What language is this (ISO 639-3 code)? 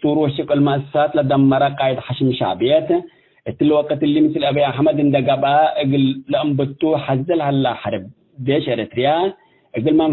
tig